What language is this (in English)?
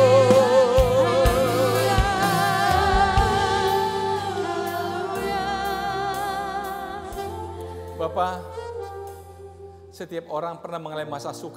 Indonesian